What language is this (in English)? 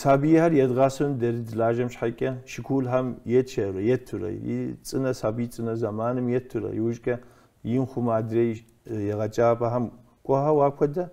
Kabardian